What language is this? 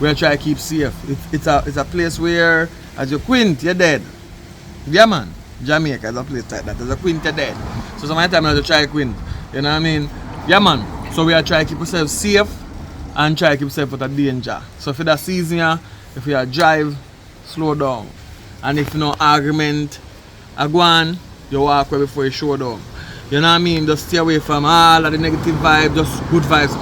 Jamaican Creole English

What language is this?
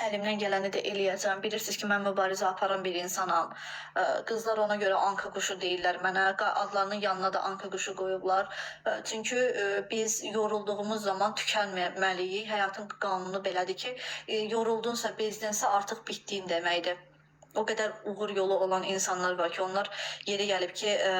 Azerbaijani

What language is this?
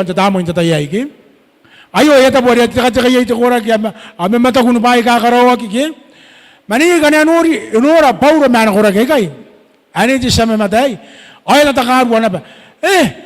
Gilbertese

